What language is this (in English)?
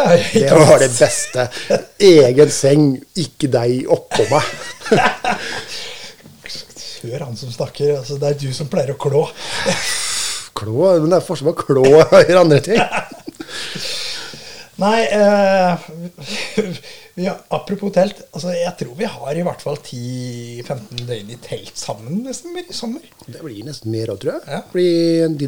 Norwegian